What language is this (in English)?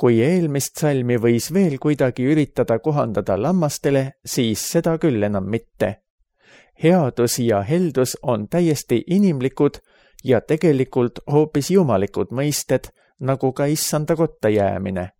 Estonian